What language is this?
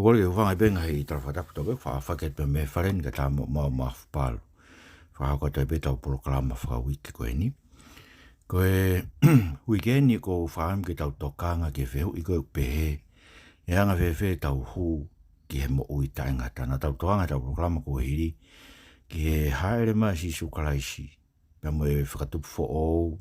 Tongan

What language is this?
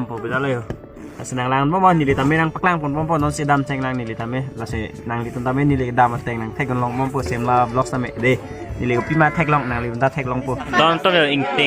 Karbi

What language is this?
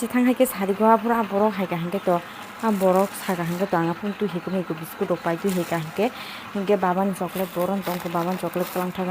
Kok Borok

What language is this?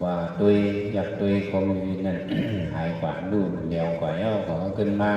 Shan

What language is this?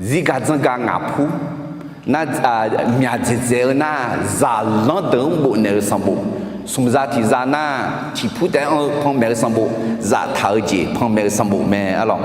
Akha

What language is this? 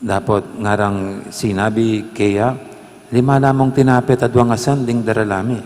Pampanga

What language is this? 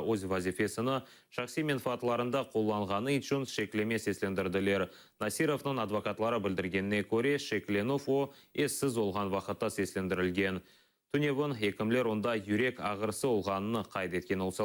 Crimean Tatar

